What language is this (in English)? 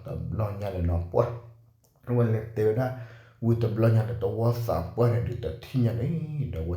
S'gaw Karen